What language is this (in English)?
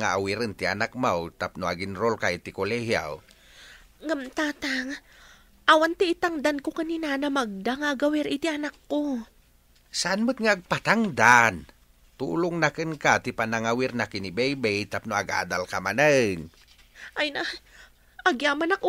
Iloko